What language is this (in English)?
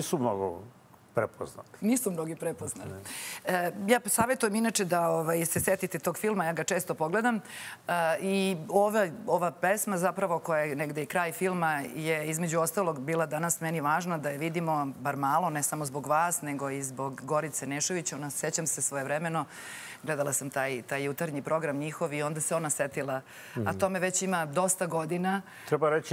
Serbian